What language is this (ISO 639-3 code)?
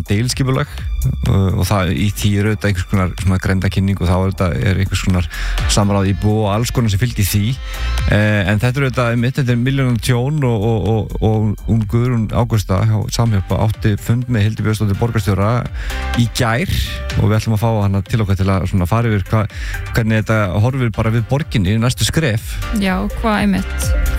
isl